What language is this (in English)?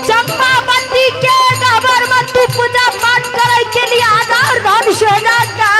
Maithili